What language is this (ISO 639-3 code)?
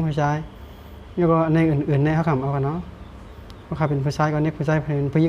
shn